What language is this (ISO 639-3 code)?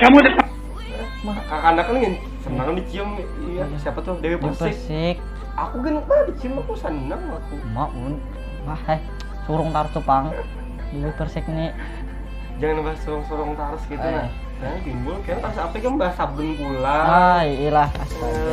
bjn